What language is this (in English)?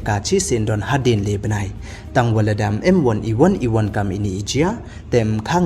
Pnar